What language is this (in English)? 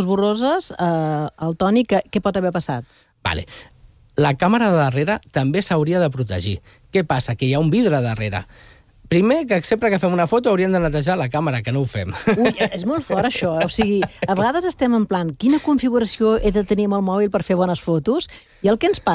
Catalan